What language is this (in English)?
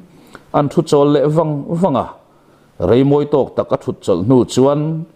Mizo